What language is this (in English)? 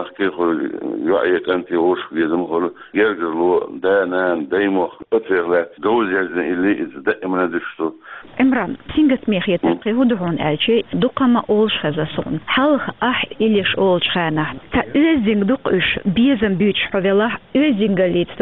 Chechen